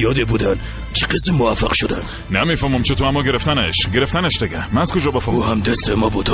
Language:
Persian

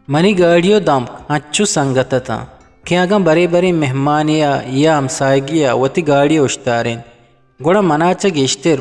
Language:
Eastern Balochi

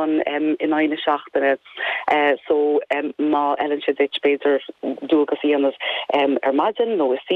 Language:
Irish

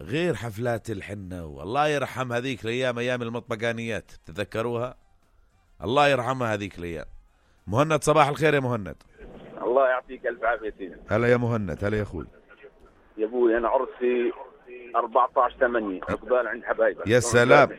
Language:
North Levantine Arabic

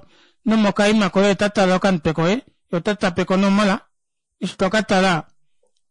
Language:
Kuanyama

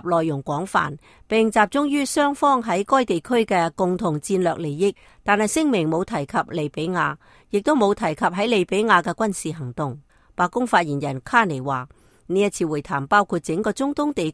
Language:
Cantonese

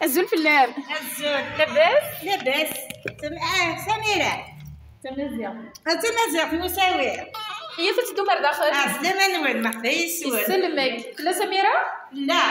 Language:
Kabyle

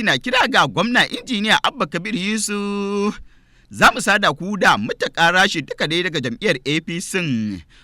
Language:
Hausa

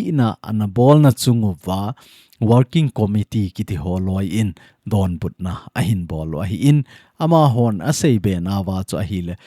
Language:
Thado Chin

